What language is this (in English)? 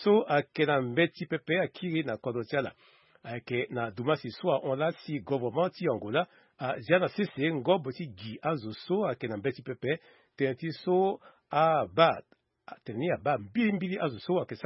Sango